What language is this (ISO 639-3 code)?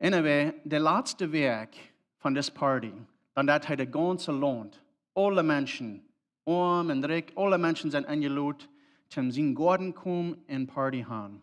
pdt